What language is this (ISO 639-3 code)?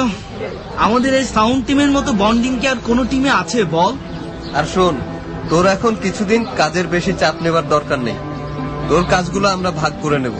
ben